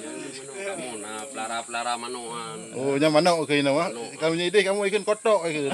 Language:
Achinese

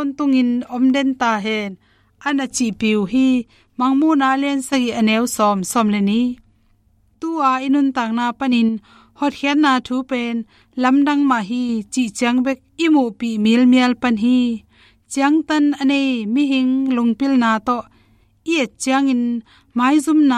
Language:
Tedim Chin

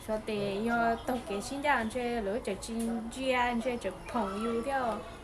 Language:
Hmong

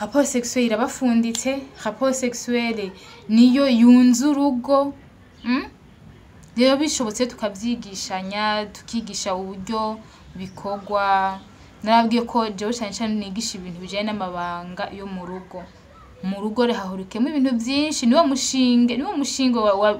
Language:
Rundi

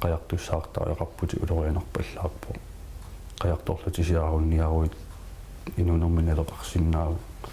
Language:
Kalaallisut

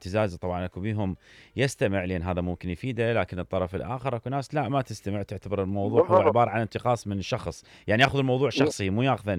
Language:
Mesopotamian Arabic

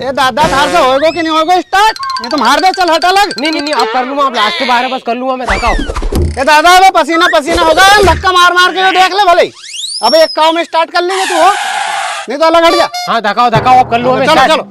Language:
Rajasthani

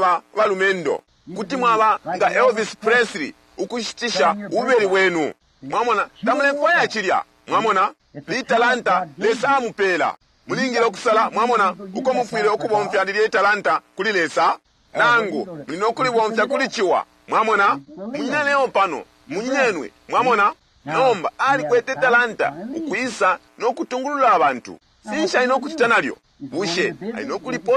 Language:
Bemba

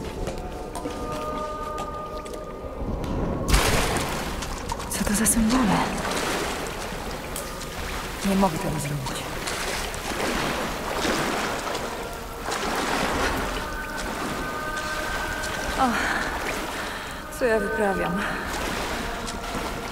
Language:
Polish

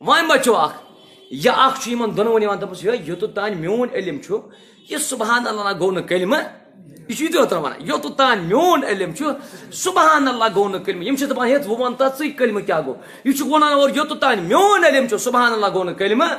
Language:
Kashmiri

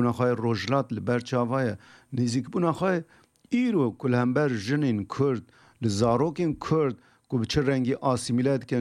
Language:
Kurdish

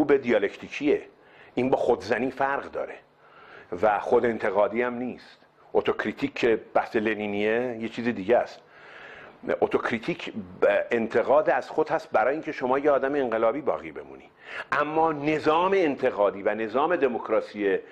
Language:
Persian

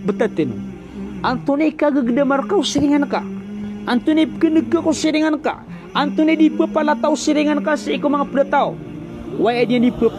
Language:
Maranao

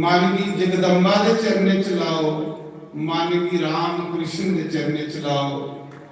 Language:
Dogri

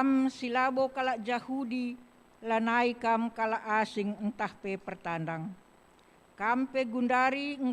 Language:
Batak Karo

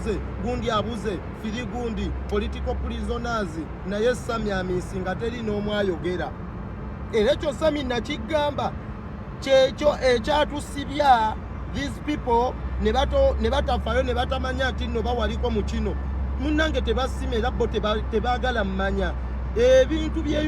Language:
Ganda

